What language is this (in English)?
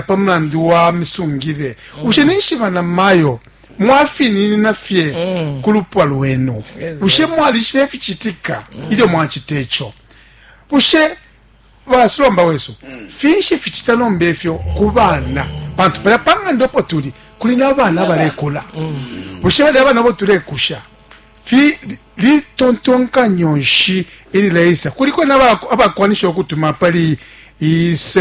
Bemba